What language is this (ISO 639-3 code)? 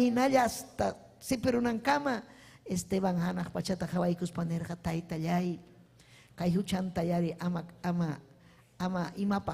quy